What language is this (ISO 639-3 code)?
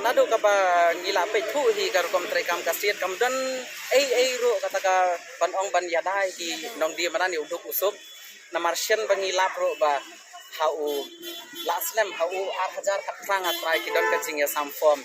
kha